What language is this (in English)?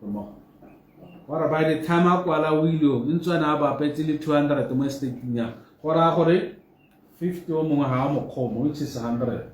Tswana